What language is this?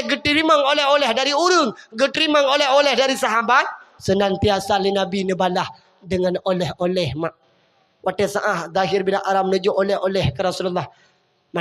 Achinese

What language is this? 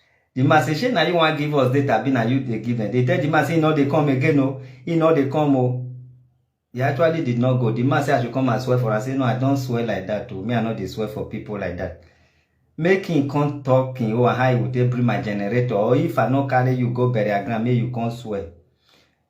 Nigerian Pidgin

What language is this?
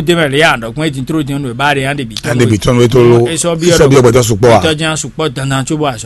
Fon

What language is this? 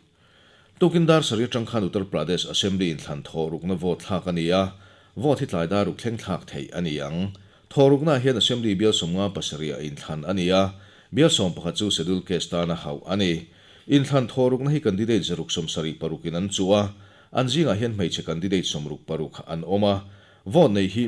Mizo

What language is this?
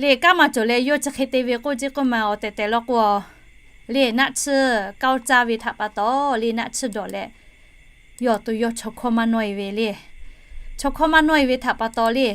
Lahu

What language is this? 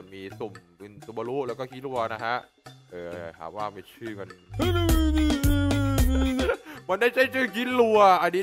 Thai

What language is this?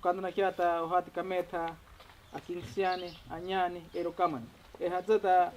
Ashéninka Perené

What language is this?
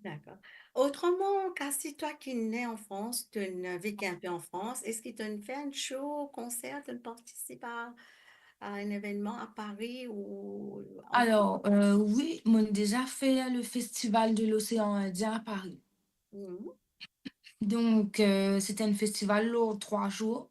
Morisyen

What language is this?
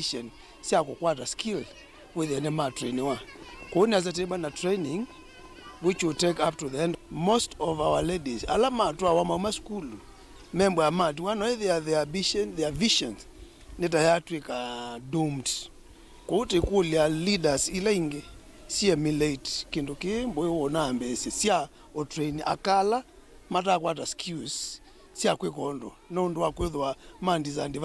Kamba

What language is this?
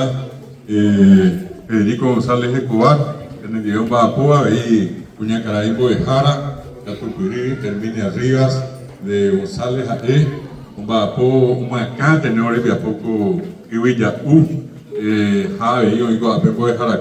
Guarani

